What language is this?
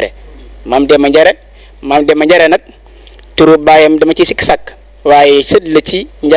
Wolof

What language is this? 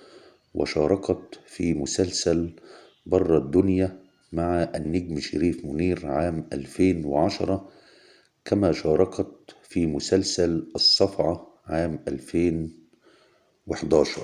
Egyptian Arabic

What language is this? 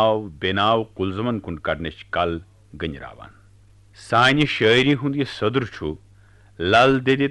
Kashmiri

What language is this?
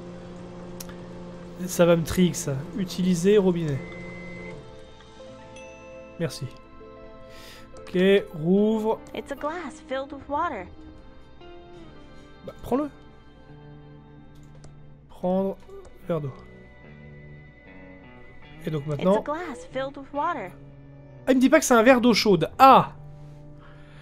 French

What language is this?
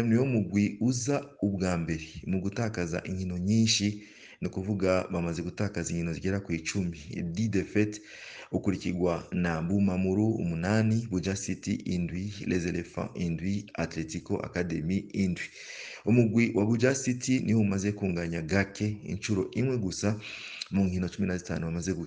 Rundi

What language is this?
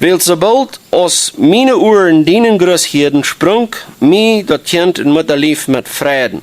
Plautdietsch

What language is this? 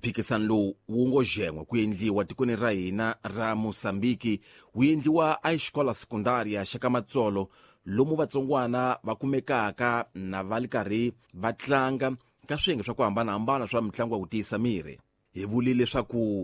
Tsonga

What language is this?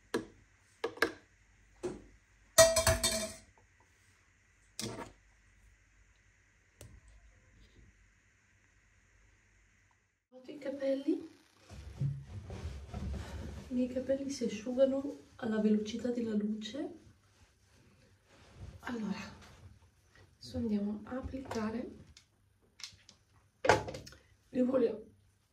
Italian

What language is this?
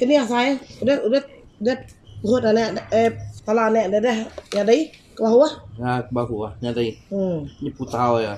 Iban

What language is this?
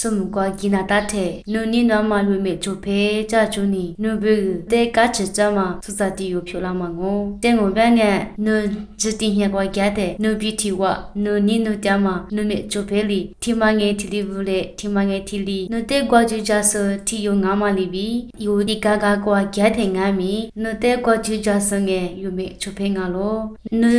Lisu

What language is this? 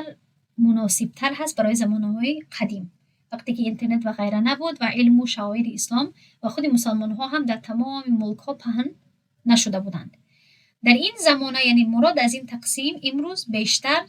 Tajik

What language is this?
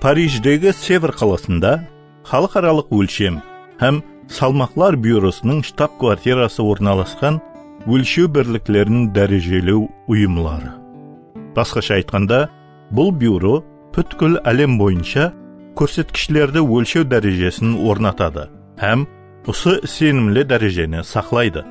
Kara-Kalpak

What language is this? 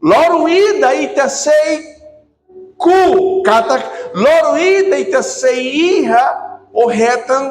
Tetum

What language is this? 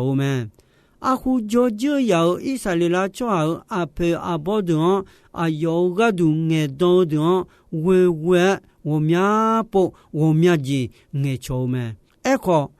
Akha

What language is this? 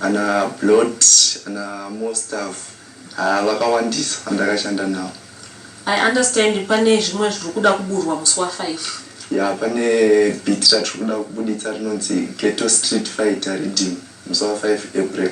Shona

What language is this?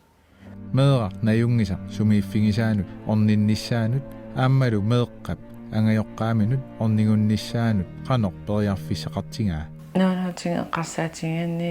Kalaallisut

